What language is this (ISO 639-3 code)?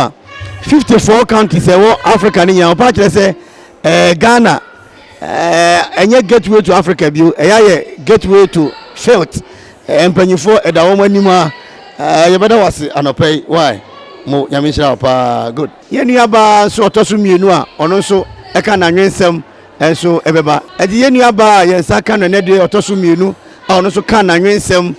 aka